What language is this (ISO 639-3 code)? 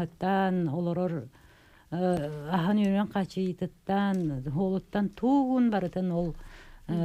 sah